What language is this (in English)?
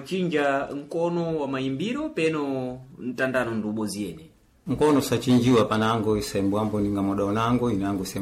Sena